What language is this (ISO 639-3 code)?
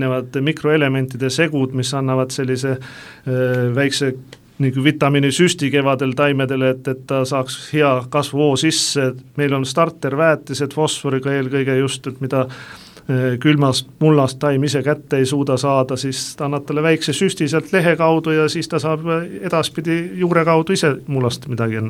est